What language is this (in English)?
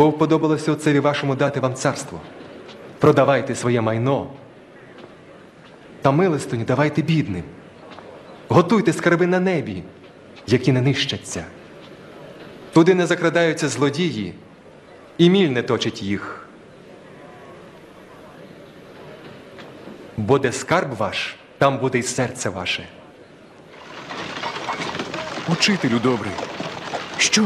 Ukrainian